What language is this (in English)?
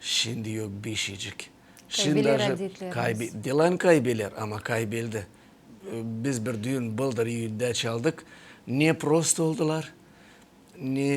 Gagauz